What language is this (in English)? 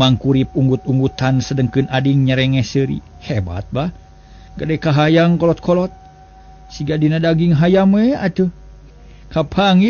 Sundanese